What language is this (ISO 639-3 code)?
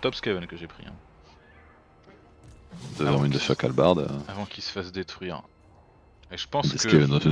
fra